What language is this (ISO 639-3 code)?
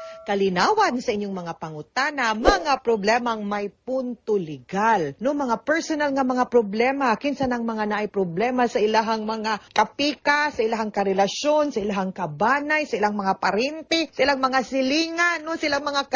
ceb